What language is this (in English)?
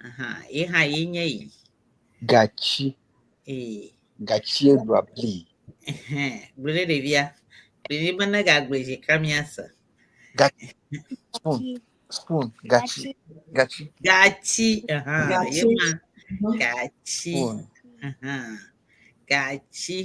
Ewe